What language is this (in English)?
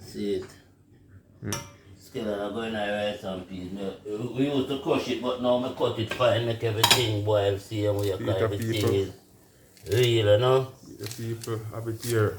Jamaican Creole English